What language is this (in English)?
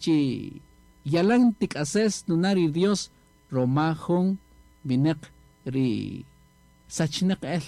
Kaqchikel